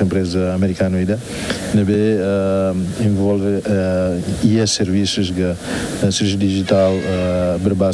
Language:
Tetum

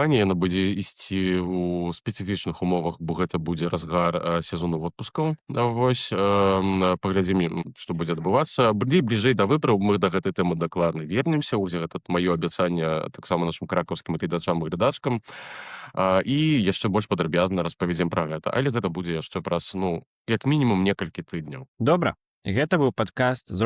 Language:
Belarusian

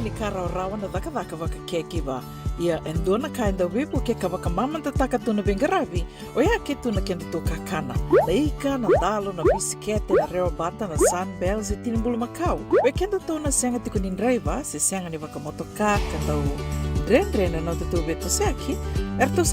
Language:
Fijian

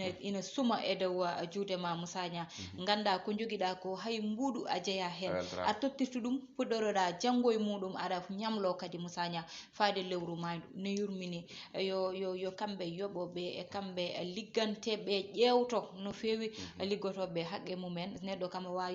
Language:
Fula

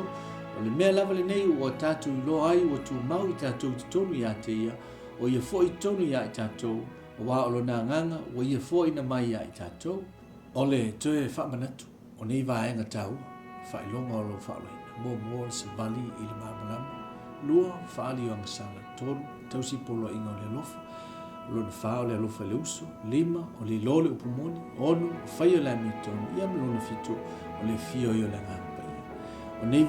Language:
Samoan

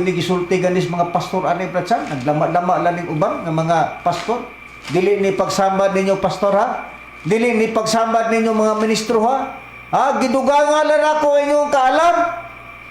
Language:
Cebuano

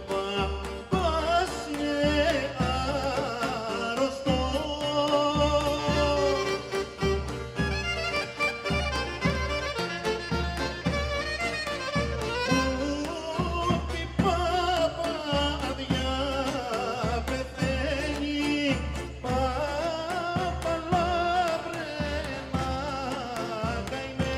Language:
Greek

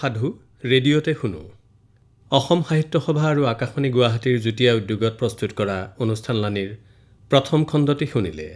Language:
Assamese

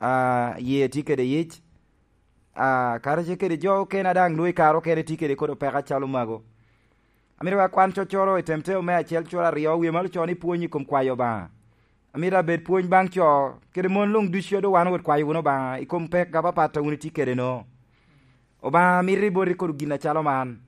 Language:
Lango (Uganda)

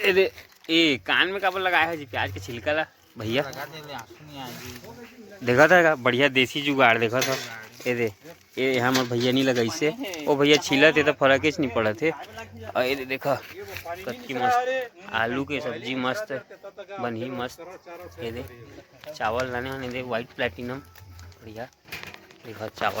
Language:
Chhattisgarhi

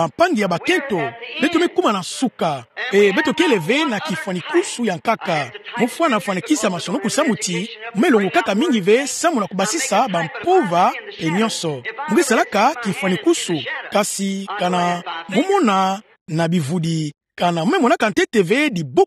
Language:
Kituba (Democratic Republic of Congo)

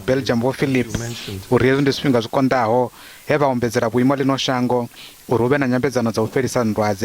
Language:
Venda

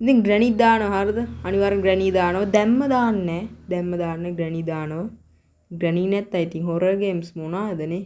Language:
Sinhala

